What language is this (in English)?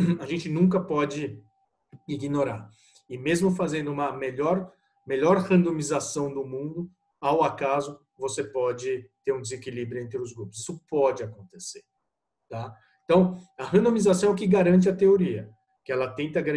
Portuguese